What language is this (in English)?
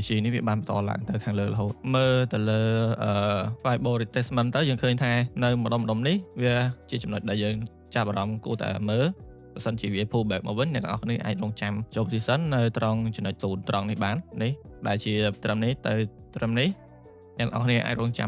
Khmer